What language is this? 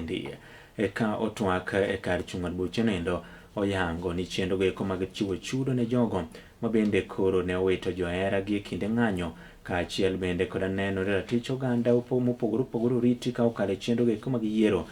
Luo (Kenya and Tanzania)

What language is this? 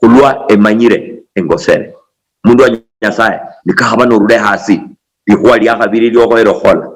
Luyia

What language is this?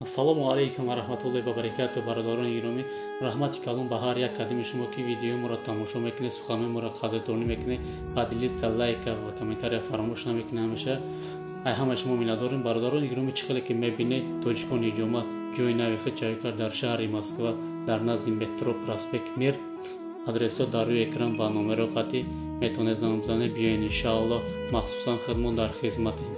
Tajik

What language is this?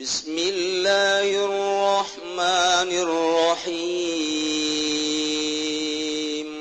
Sundanese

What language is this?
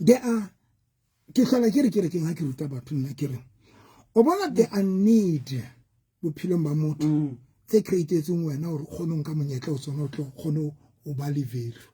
Southern Sotho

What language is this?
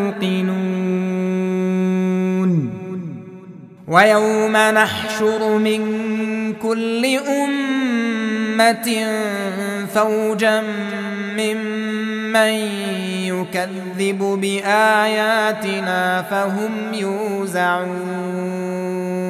Arabic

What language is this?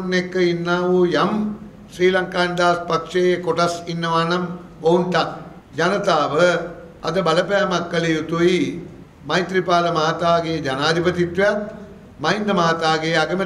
Sinhala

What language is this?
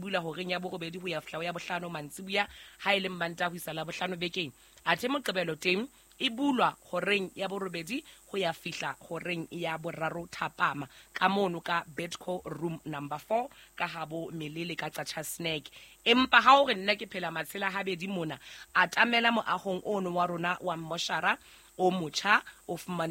Southern Sotho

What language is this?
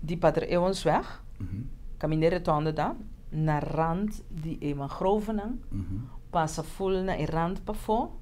Papiamento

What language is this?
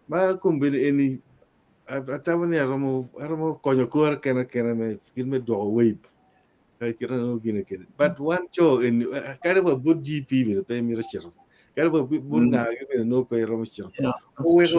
Acoli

